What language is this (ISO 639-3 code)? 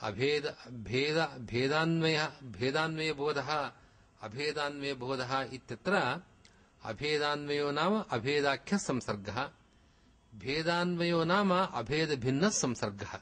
san